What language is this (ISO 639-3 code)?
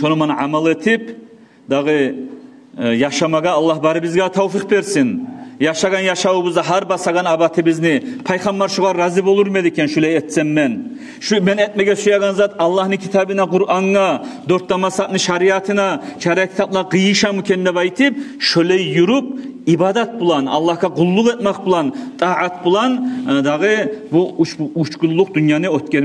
kum